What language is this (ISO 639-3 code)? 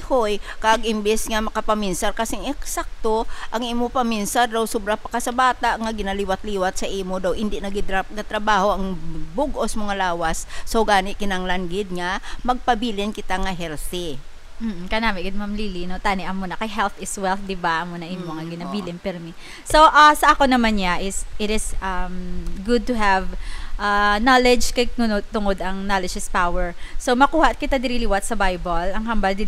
hil